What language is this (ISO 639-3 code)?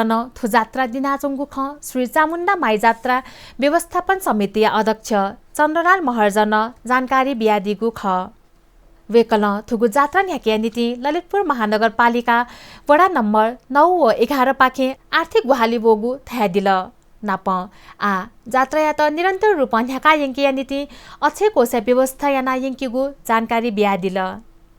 new